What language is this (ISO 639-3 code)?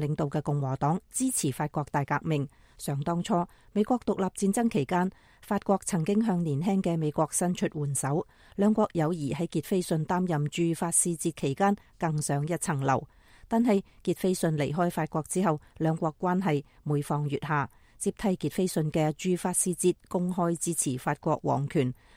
yue